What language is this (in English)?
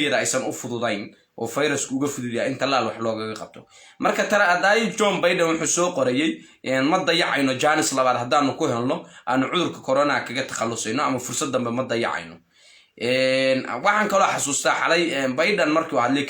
Somali